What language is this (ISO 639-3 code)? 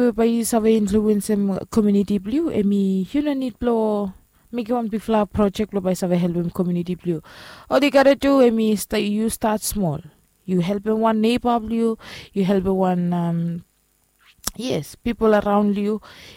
bis